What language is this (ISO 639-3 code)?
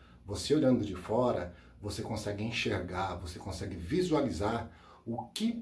por